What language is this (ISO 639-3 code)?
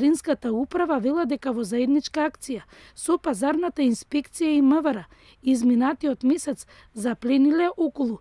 mkd